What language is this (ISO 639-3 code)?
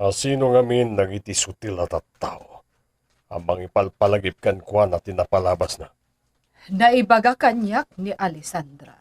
ilo